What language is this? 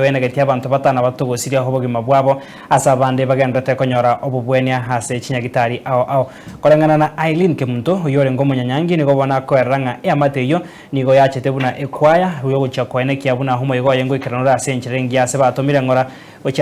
Gusii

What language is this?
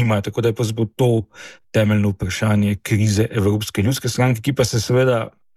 Slovenian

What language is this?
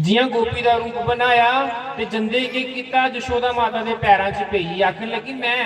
Dogri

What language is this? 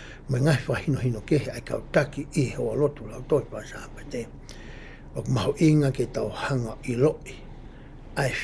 Tongan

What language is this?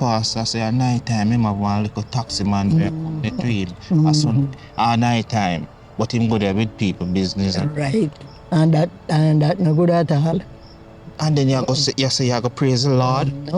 Jamaican Creole English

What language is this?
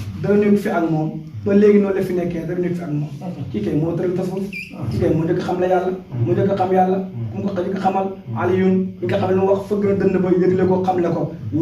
Wolof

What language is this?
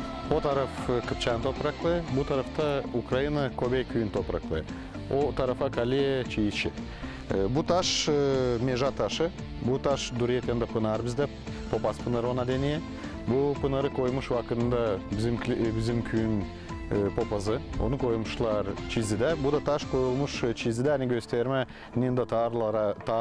Gagauz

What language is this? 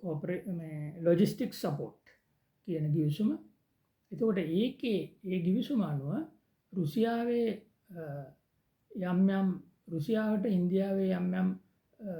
Sinhala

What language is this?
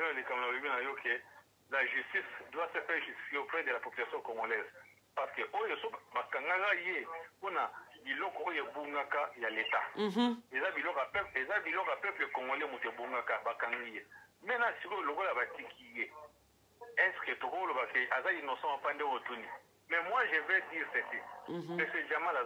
Lingala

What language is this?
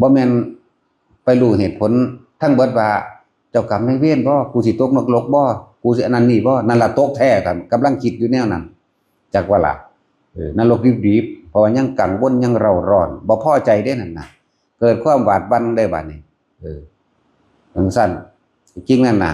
Northeastern Thai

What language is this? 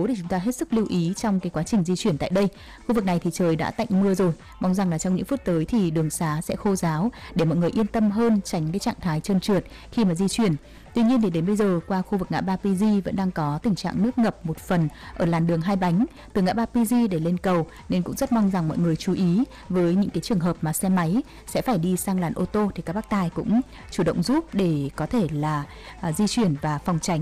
Vietnamese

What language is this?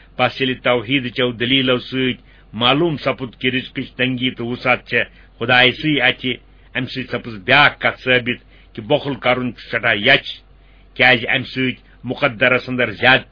Kashmiri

